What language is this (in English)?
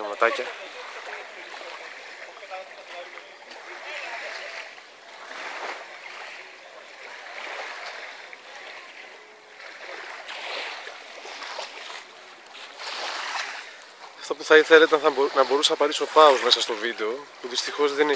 Greek